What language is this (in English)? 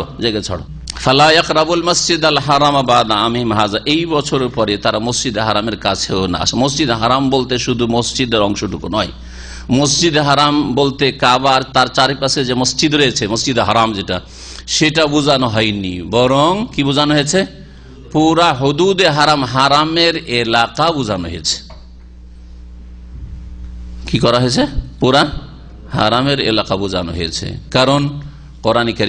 Bangla